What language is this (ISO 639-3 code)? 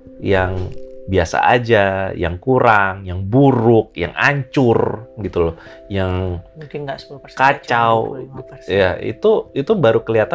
ind